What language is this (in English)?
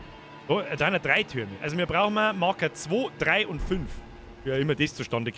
Bavarian